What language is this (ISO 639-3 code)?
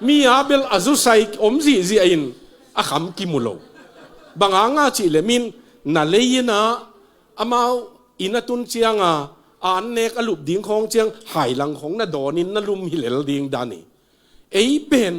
ctd